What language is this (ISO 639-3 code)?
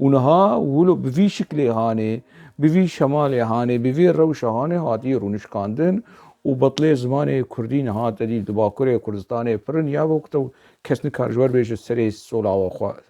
kur